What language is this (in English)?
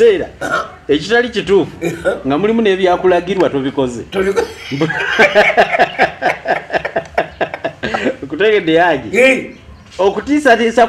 Ganda